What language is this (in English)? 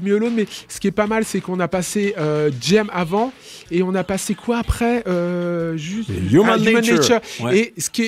French